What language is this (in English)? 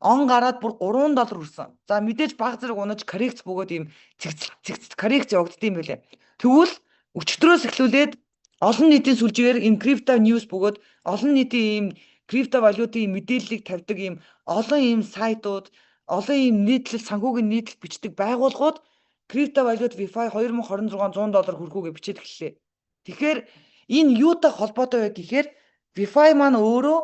Mongolian